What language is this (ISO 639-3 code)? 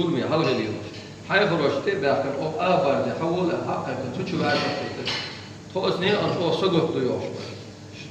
che